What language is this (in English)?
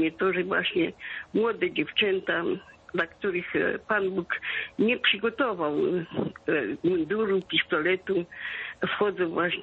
Polish